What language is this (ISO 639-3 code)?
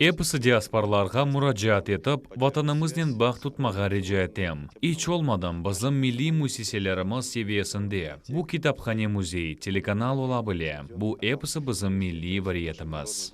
crh